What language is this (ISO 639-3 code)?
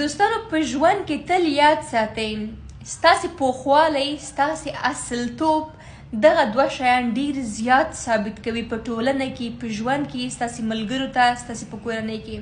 pus